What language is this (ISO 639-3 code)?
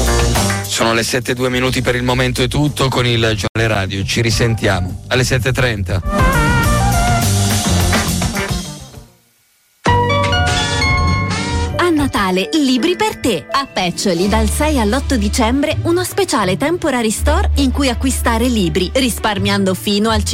ita